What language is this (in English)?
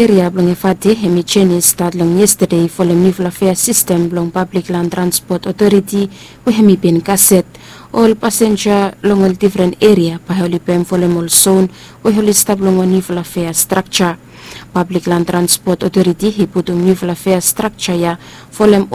Bislama